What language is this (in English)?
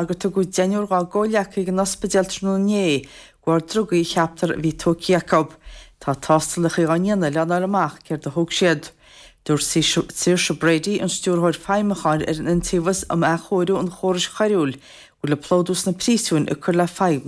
Irish